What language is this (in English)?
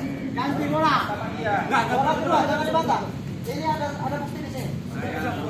Indonesian